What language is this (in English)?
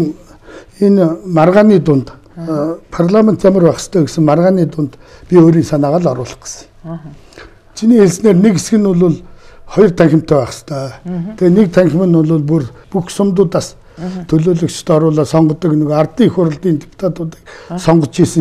Mongolian